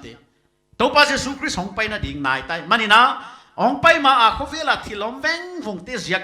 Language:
Paite Chin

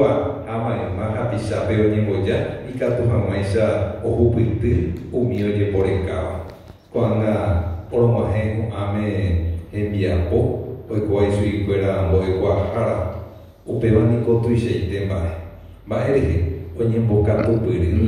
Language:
Guarani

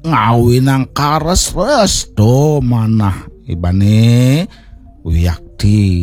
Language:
Balinese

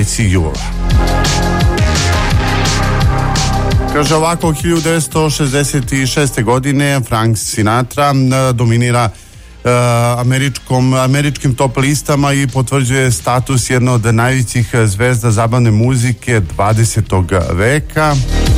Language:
Serbian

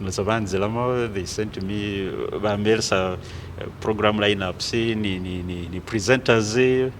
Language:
Masaaba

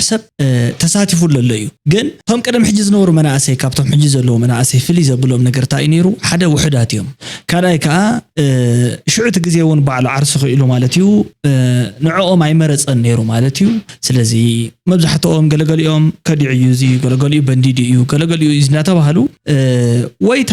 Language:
Tigrinya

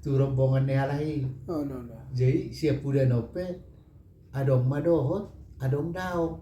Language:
Batak Toba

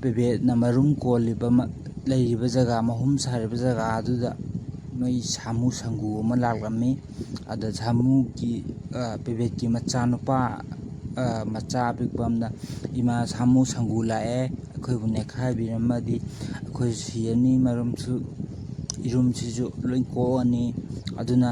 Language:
Manipuri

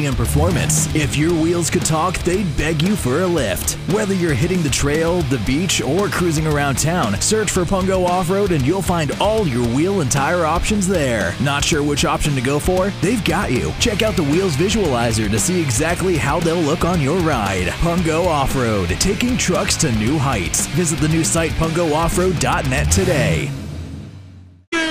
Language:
English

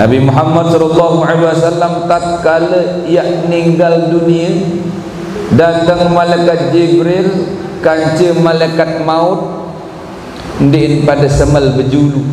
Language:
Sasak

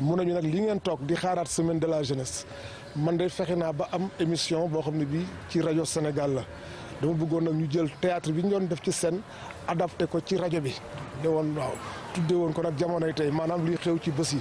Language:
Wolof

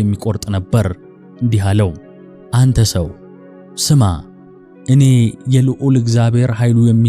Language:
Amharic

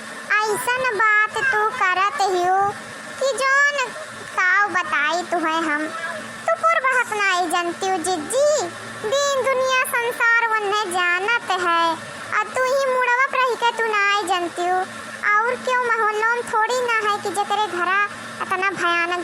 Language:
Awadhi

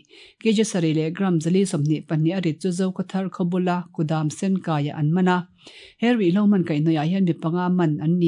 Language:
Mizo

